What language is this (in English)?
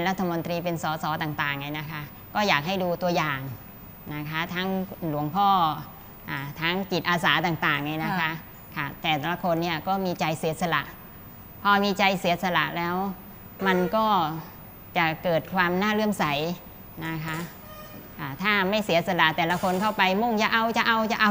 Thai